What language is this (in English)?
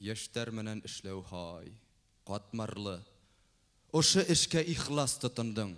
Bashkir